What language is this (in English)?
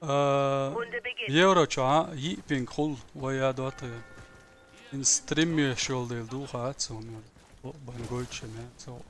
Chechen